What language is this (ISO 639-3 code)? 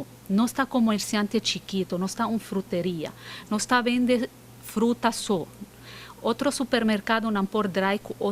pap